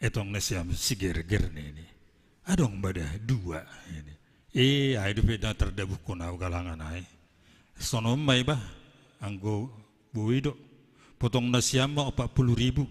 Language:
Batak Simalungun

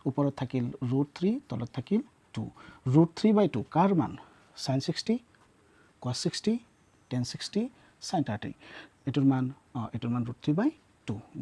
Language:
Assamese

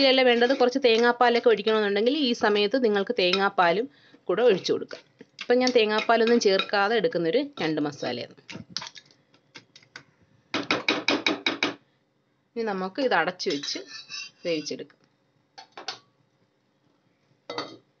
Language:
Malayalam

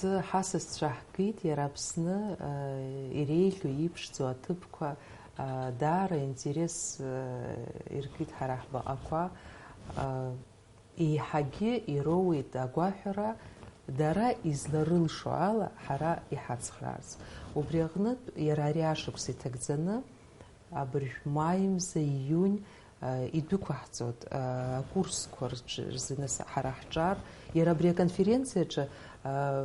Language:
Abkhazian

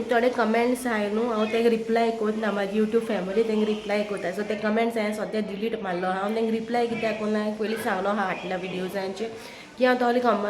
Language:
Konkani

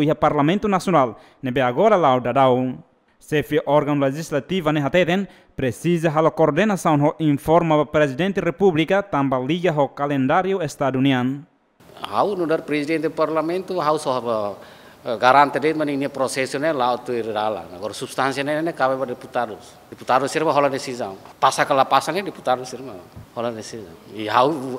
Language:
Tetum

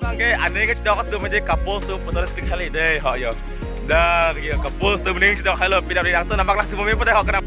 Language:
Karbi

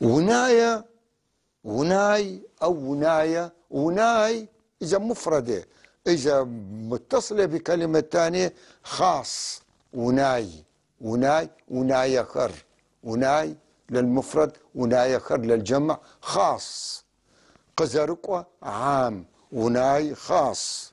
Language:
North Levantine Arabic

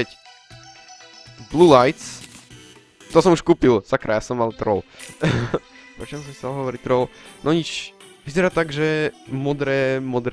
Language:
Slovak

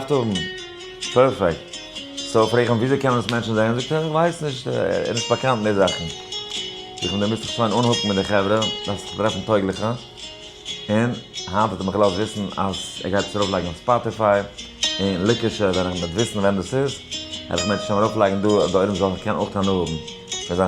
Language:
Yiddish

